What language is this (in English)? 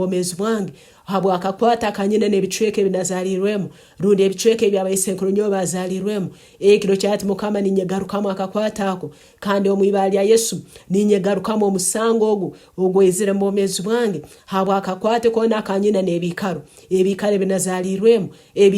Nyankole